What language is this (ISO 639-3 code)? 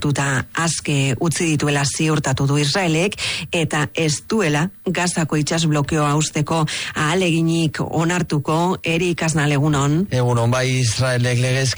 eus